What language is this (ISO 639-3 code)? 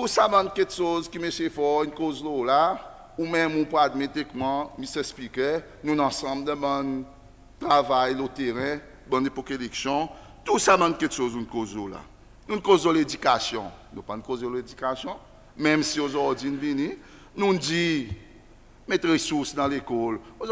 crs